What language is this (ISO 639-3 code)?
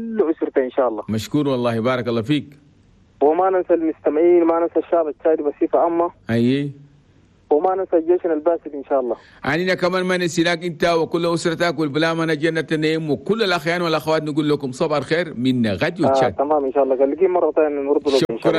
shu